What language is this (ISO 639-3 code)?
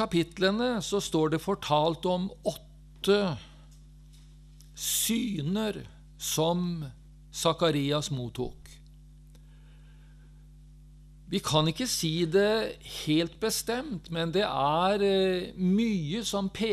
nor